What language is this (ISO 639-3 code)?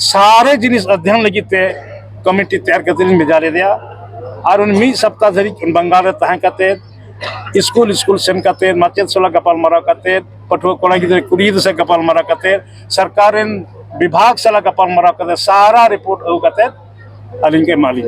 sat